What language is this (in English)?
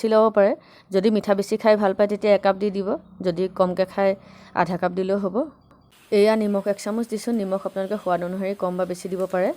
Assamese